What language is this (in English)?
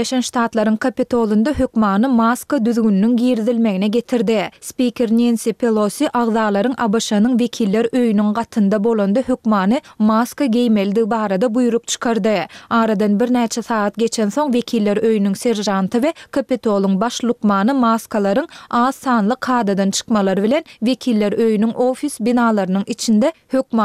Turkmen